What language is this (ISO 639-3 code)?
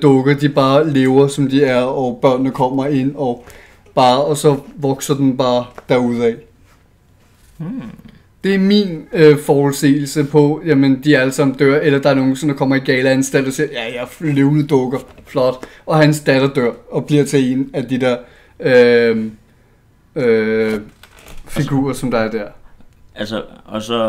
dan